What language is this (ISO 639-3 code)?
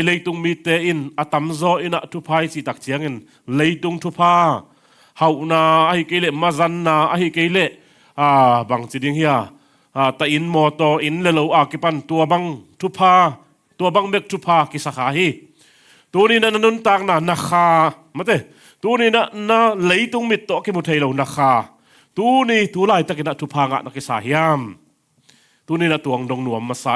ctd